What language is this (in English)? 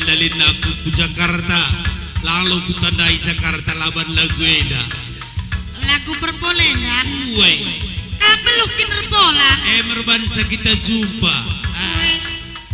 Batak Karo